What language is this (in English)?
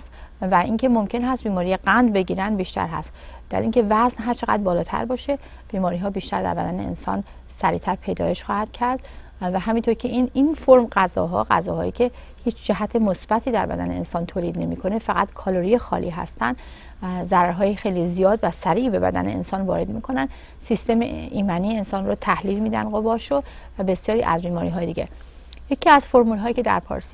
Persian